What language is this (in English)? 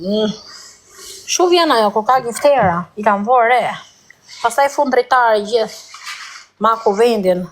Albanian